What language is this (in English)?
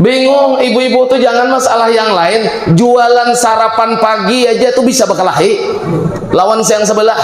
Banjar